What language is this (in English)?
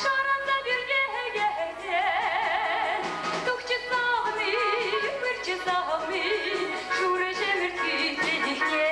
Chuvash